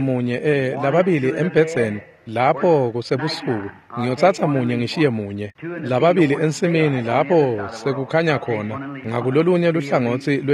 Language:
Swati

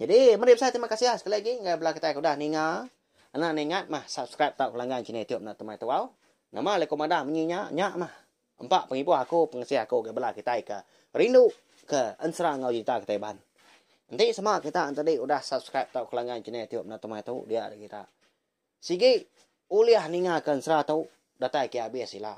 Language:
Iban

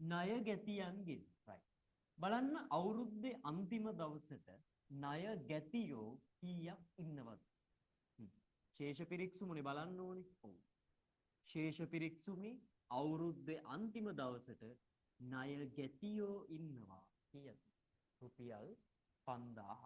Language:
Sinhala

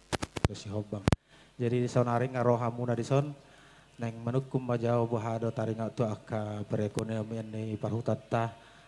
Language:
Batak Toba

